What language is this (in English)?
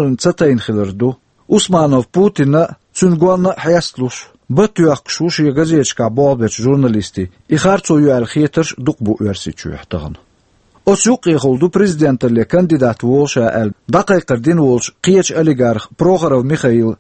Chechen